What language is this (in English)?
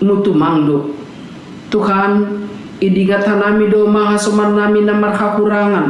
Batak Simalungun